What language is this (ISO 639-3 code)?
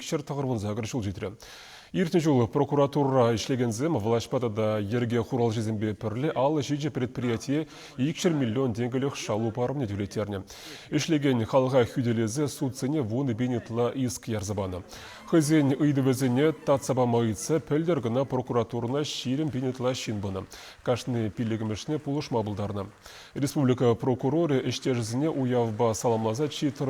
chv